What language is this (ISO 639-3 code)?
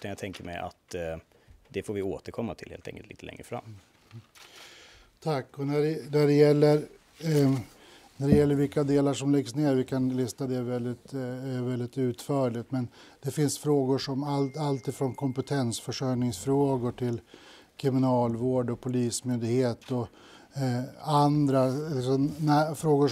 swe